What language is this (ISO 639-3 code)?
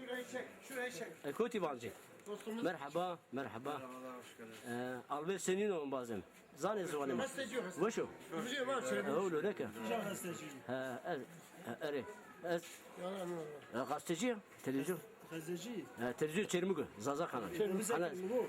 zza